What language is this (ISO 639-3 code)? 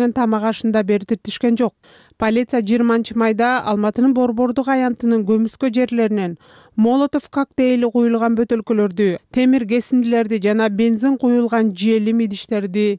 kir